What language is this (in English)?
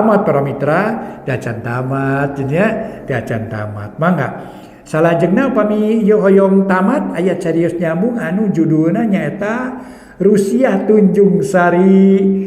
Sundanese